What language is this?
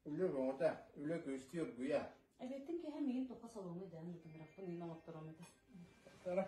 Yakut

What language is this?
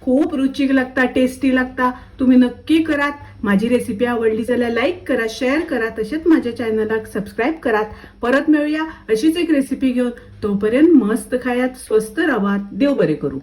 Konkani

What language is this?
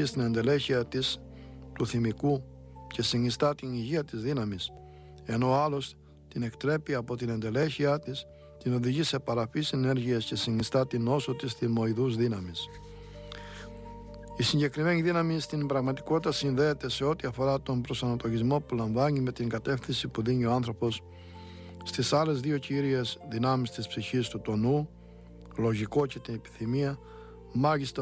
Greek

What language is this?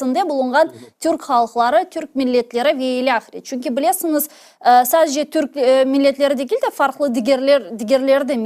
Crimean Tatar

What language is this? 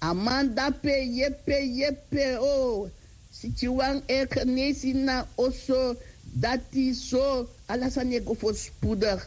Sranan Tongo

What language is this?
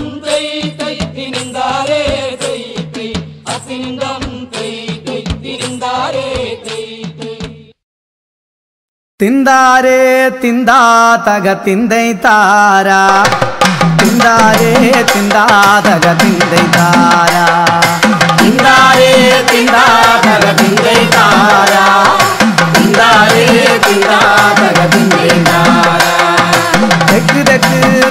Malayalam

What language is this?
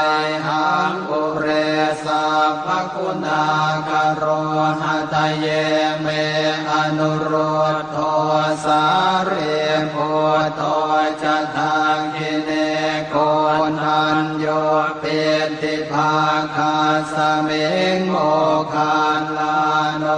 Pali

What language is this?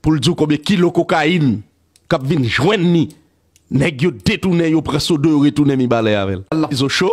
Haitian Creole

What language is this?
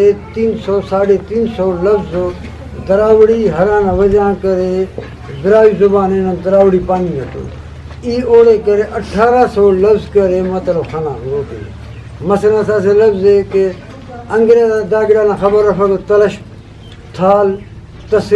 Brahui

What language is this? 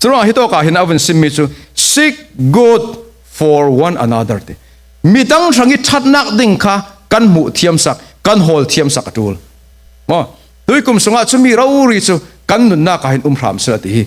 Falam Chin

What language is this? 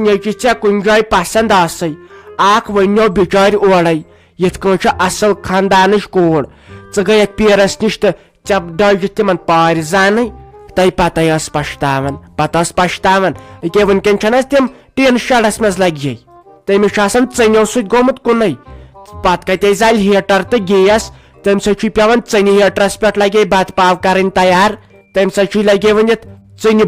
Kashmiri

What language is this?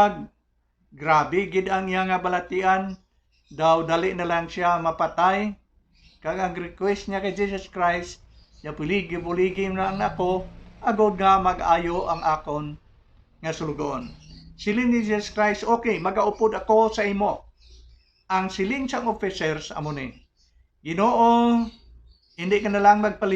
Hiligaynon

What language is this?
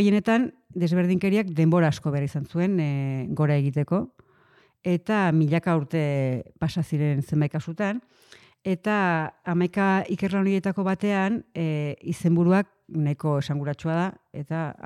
Basque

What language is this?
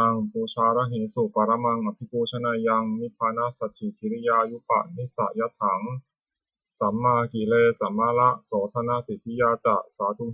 Pali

